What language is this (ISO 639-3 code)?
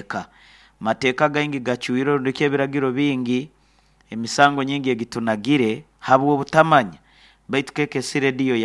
nyo